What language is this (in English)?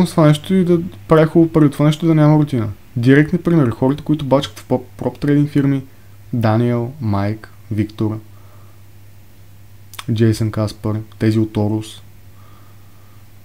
Bulgarian